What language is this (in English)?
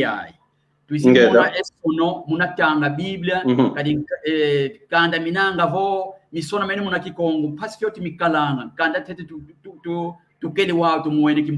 San Salvador Kongo